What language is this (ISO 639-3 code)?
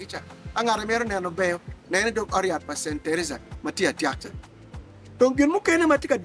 ach